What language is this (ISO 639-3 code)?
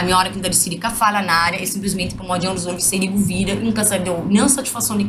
kea